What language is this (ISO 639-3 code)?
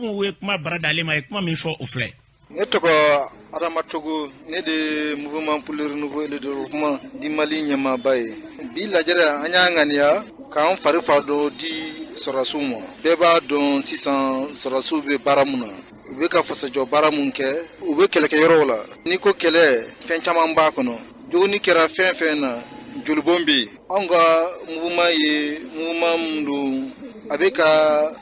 bam